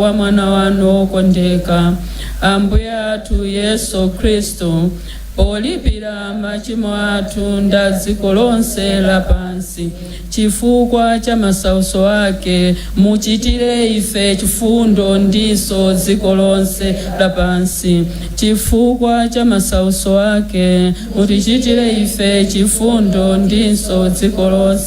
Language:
Nyanja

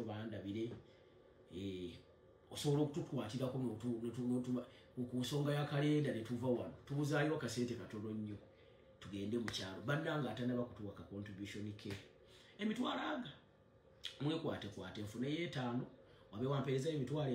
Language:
Ganda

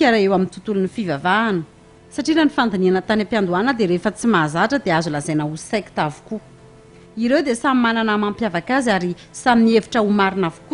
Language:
Malagasy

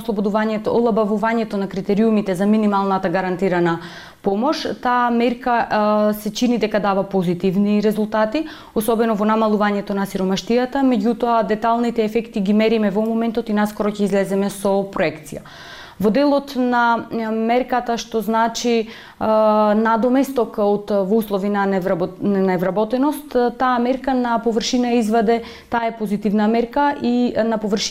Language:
Macedonian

